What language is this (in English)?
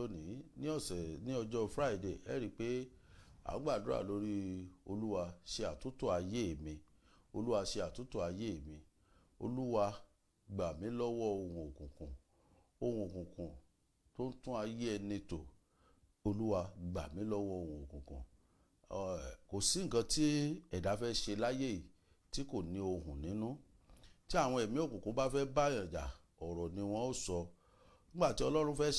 Yoruba